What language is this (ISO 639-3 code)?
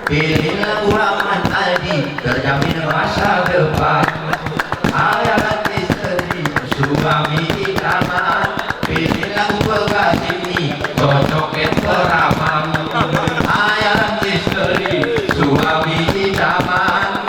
gay